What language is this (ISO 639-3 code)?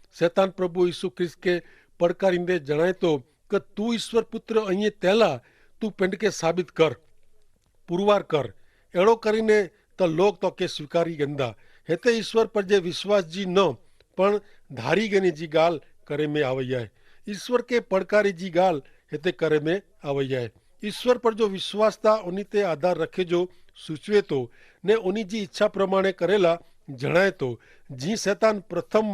kfr